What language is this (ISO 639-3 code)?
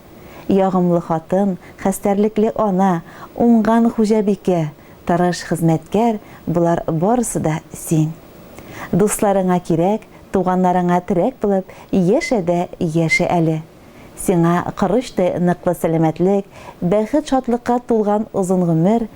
tat